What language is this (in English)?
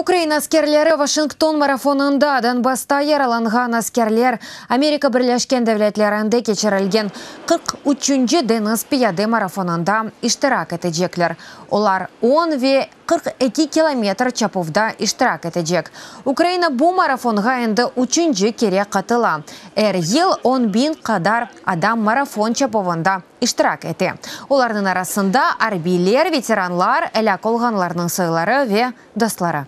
Crimean Tatar